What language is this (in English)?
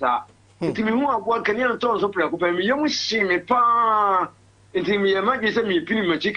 Akan